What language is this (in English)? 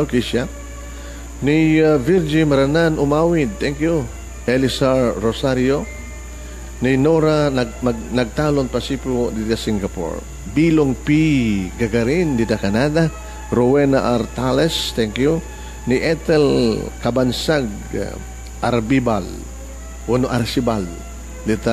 Iloko